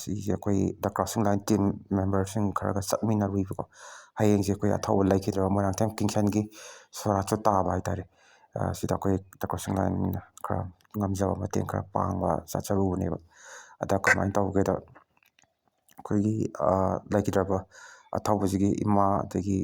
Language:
Manipuri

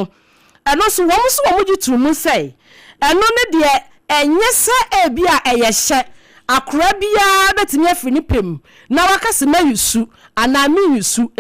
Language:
Akan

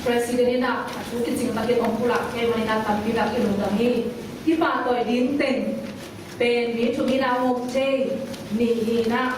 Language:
Tedim Chin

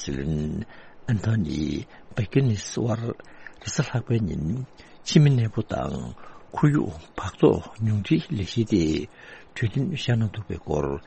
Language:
Tibetan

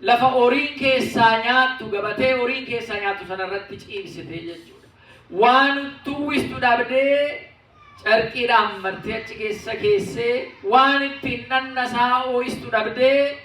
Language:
Oromo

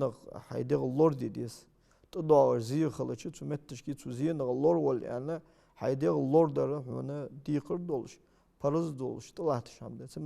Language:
Ingush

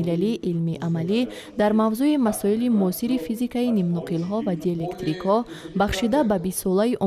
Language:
Tajik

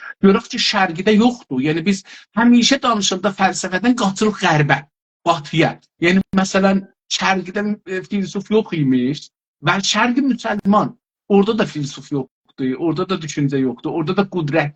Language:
South Azerbaijani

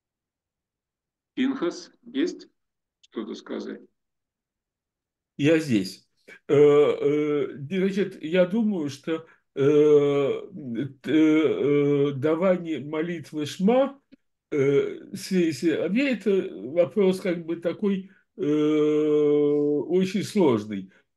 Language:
Russian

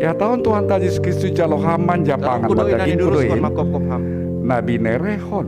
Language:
Batak Simalungun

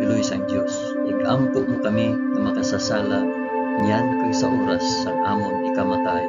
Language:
Hiligaynon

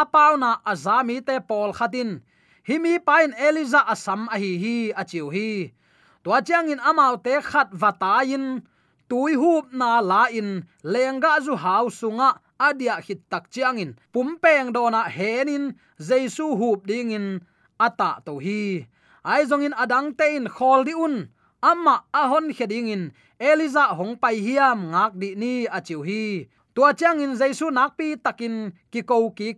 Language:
Tedim Chin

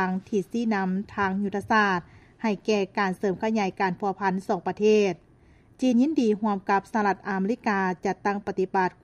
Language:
Lao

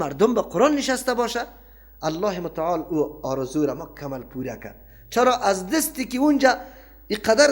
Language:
Persian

